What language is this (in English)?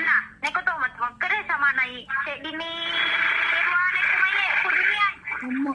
Buginese